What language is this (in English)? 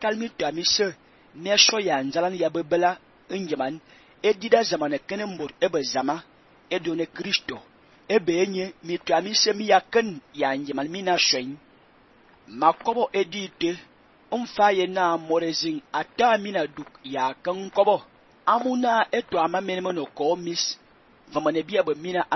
Fang